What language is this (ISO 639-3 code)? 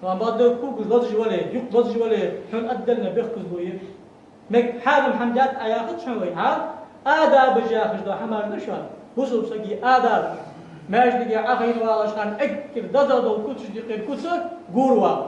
inh